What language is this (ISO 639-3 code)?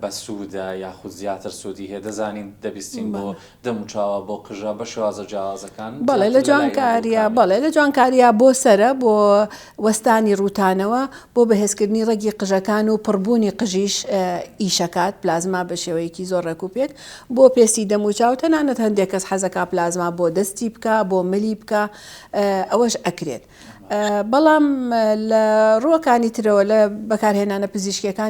ckb